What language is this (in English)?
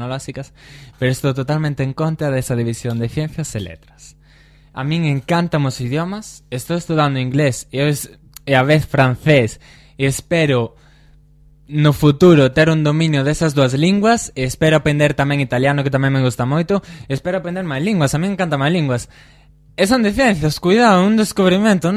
Galician